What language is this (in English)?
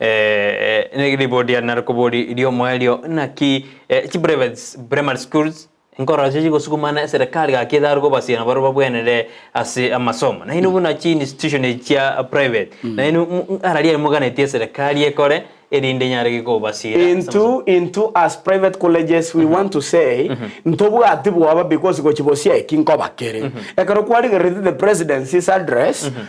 Gusii